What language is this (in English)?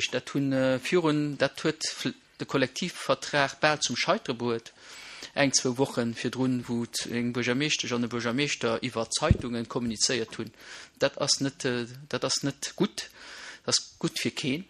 Luxembourgish